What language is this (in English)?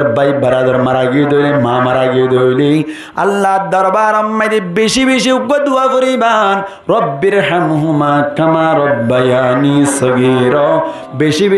Rohingya